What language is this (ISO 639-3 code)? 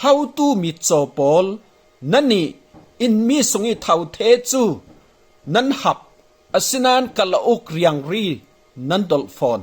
cfm